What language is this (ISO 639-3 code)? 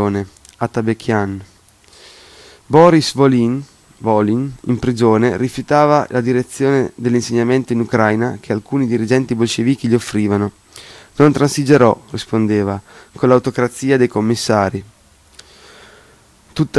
ita